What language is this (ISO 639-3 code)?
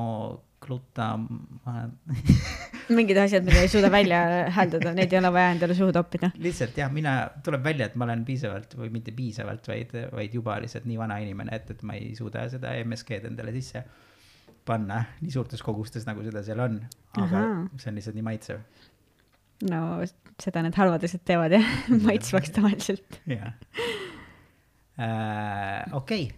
est